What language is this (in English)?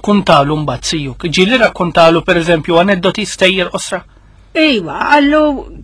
Maltese